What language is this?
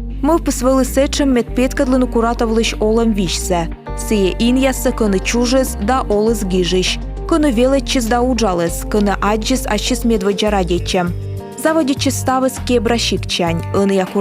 Komi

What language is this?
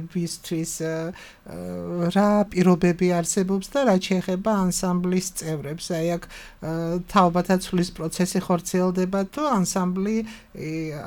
Georgian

